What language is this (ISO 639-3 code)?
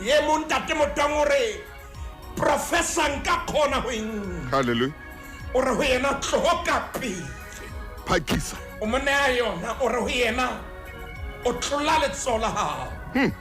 sot